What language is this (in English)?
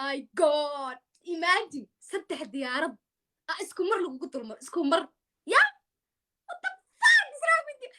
Somali